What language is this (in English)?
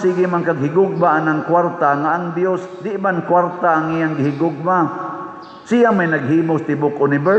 Cebuano